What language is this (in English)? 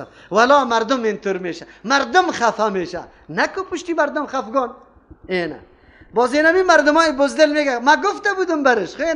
Persian